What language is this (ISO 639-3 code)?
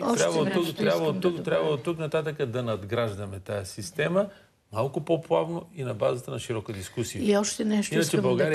bul